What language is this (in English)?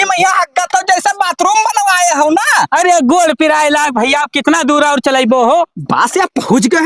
Awadhi